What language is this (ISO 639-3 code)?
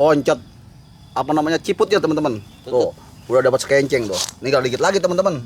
bew